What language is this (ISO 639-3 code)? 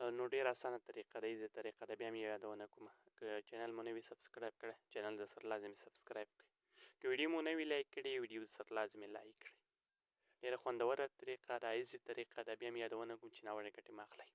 pus